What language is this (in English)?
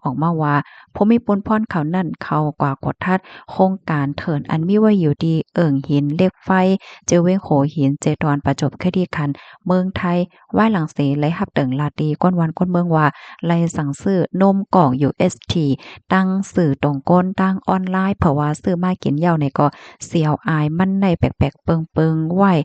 Shan